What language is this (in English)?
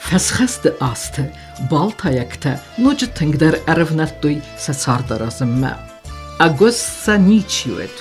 Ossetic